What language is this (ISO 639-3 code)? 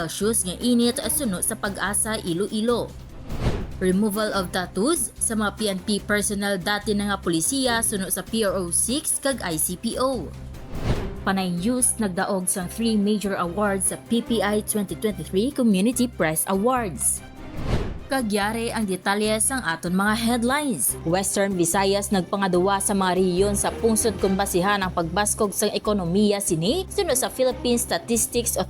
hil